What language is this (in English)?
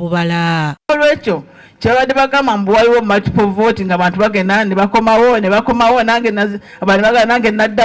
Ganda